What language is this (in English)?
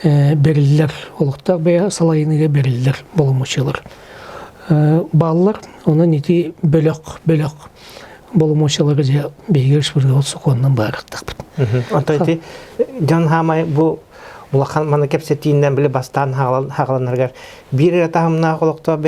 Yakut